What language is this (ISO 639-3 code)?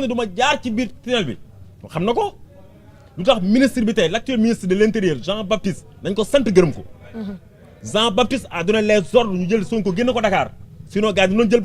wol